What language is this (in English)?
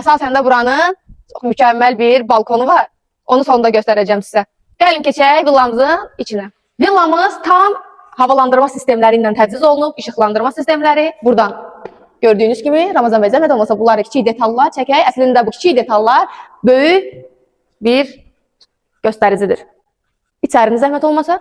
Azerbaijani